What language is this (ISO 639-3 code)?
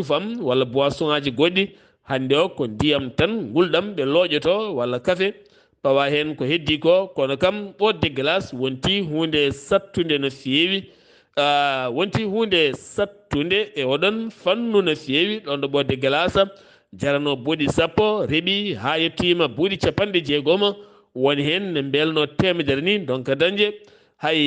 ful